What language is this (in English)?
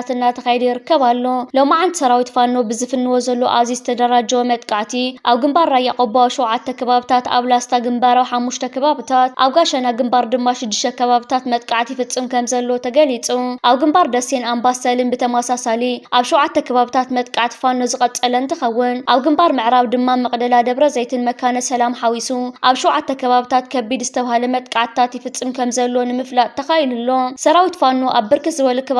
Tigrinya